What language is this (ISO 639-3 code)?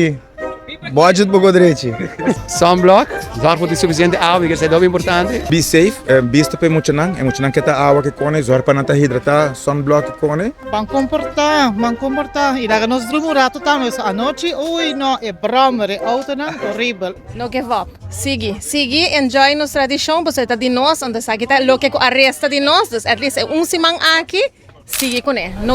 pap